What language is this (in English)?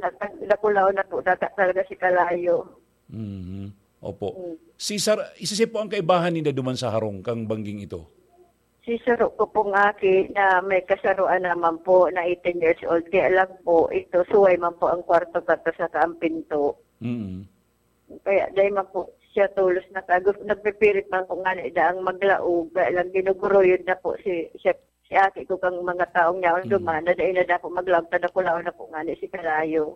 Bikol